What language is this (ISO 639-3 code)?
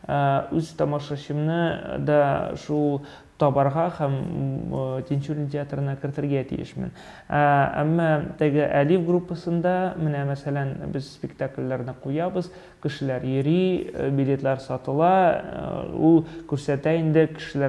tat